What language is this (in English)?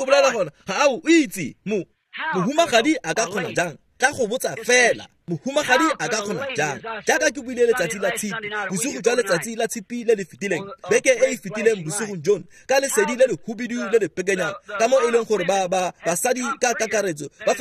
Tswana